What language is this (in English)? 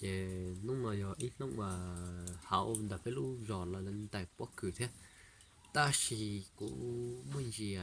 Hmong